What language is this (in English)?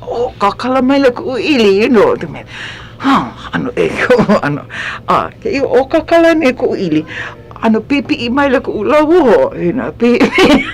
Hawaiian